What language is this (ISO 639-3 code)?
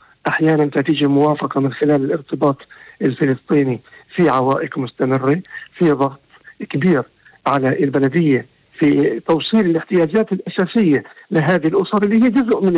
apc